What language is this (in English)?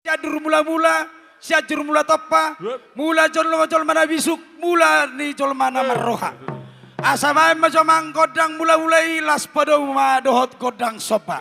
Batak Toba